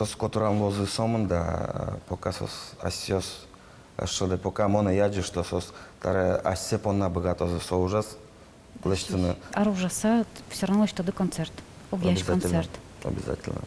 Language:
Udmurt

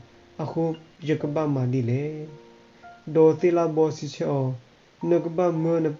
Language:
S'gaw Karen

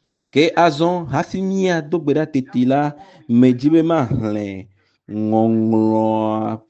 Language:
Ewe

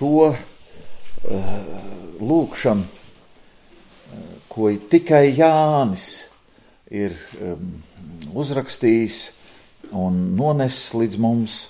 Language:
Latvian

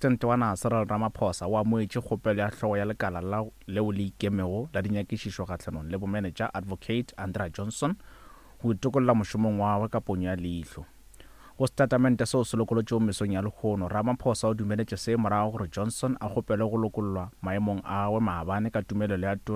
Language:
Northern Sotho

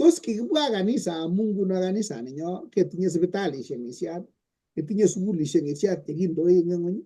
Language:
Kalenjin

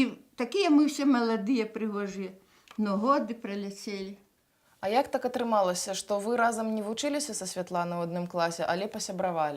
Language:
Belarusian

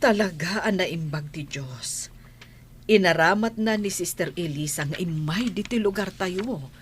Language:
Iloko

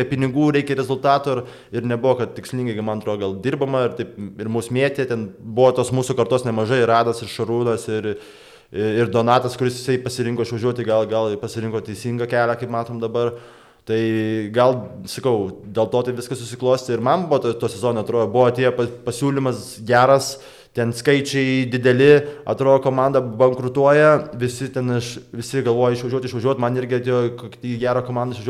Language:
Lithuanian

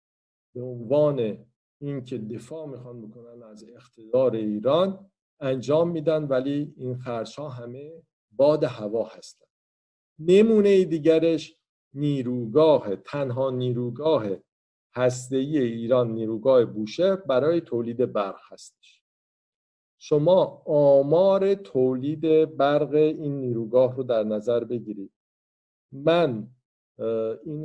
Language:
Persian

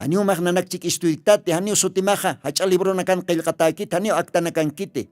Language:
Aymara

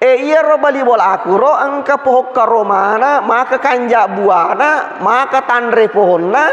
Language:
Buginese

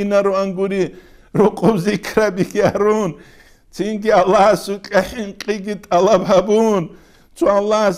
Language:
Avaric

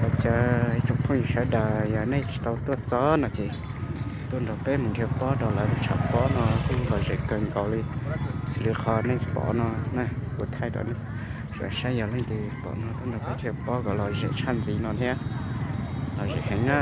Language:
Hmong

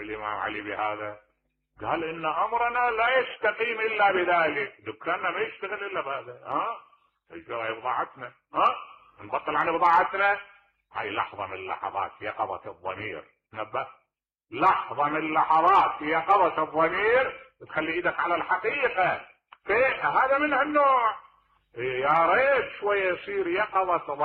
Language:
Mesopotamian Arabic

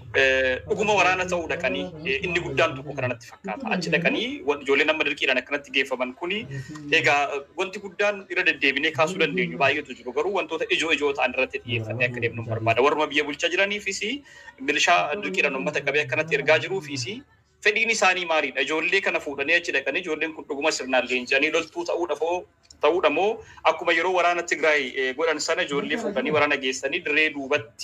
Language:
Oromo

